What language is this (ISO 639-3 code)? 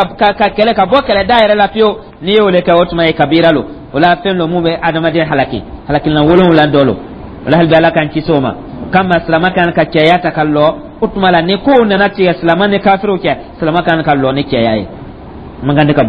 dyu